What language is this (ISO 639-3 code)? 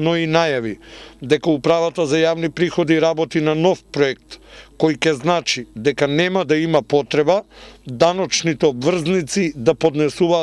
mkd